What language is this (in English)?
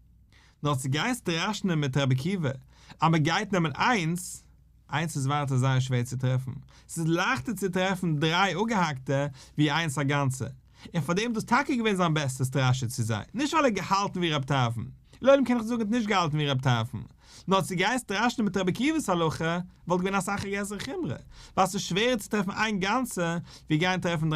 Yiddish